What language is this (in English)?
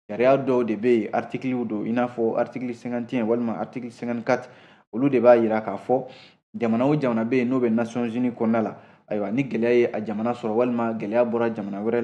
Bambara